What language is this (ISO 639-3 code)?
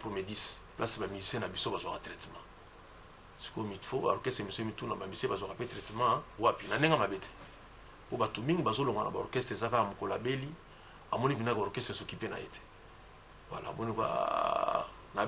lin